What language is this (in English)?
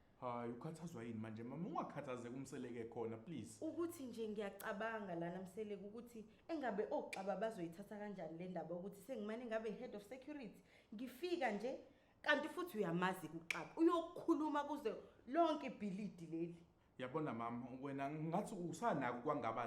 Zulu